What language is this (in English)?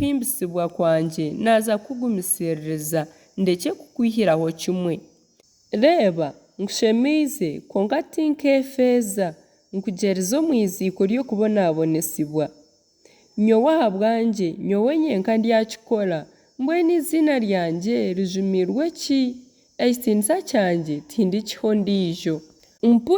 Nyankole